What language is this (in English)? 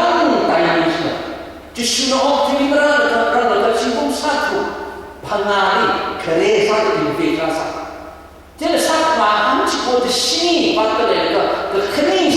Tangkhul Naga (India)